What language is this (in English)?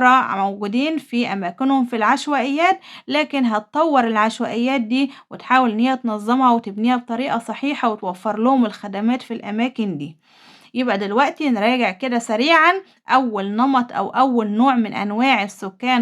Egyptian Arabic